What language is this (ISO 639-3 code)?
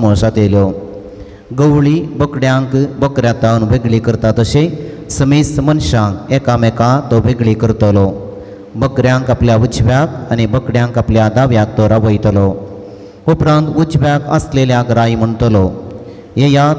kok